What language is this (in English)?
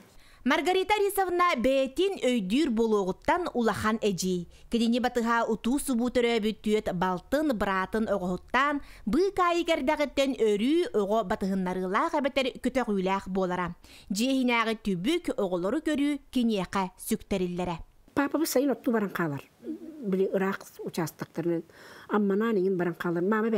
Yakut